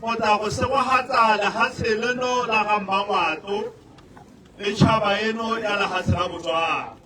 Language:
Tswana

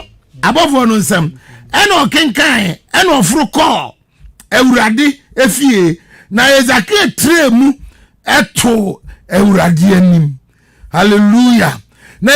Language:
Akan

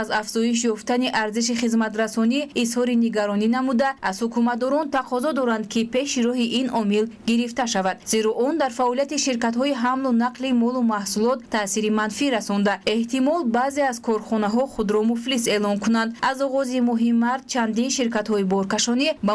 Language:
Tajik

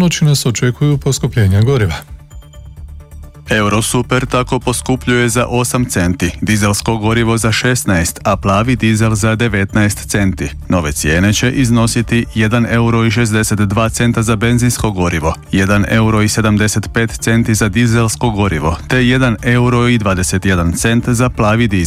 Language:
Croatian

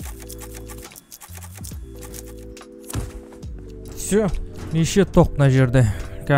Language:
Kazakh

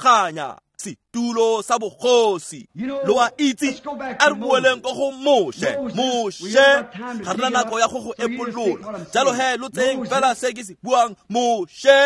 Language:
Tswana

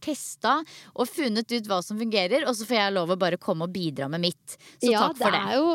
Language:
Norwegian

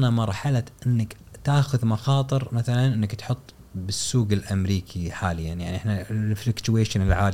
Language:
Gulf Arabic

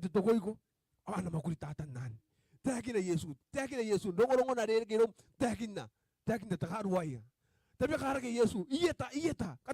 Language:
Gilbertese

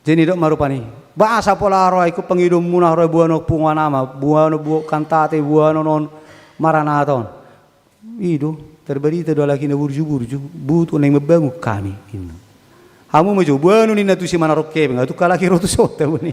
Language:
Batak Toba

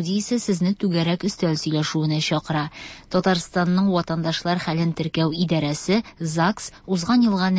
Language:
Tatar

